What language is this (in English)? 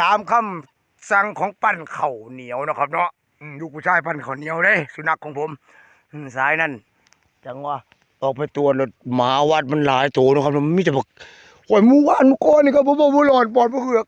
Northeastern Thai